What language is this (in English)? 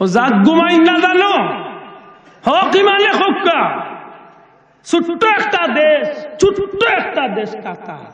Sylheti